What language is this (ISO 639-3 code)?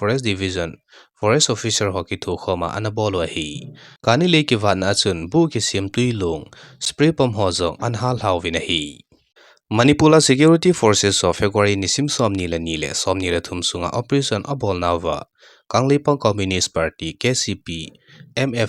tcz